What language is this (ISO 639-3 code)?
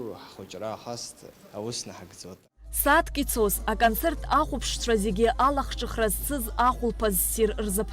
abk